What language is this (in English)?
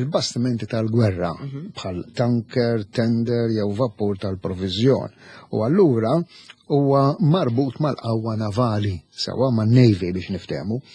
Maltese